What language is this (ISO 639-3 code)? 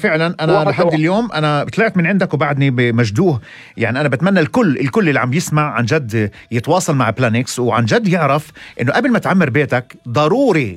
apc